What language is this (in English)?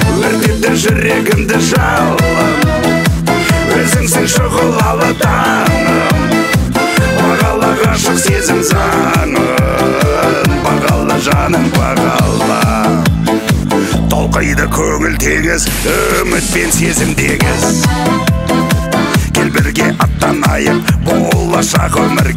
Kazakh